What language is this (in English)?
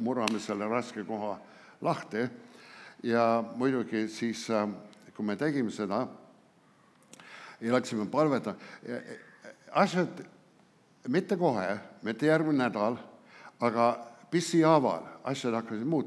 Estonian